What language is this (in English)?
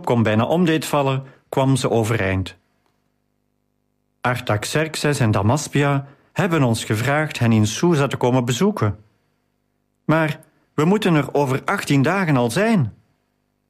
Dutch